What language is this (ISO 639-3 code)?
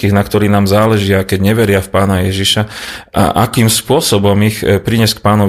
slk